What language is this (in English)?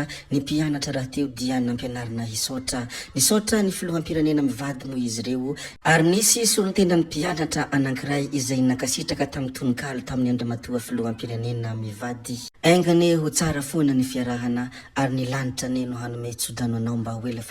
Malagasy